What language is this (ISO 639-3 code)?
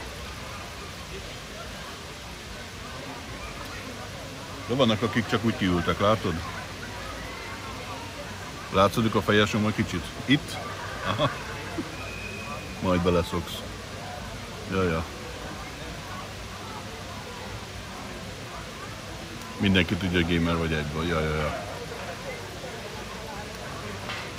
hun